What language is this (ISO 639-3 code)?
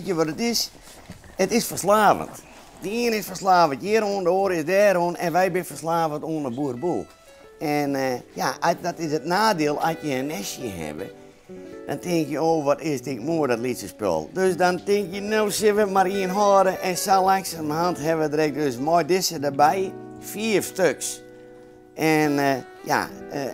fry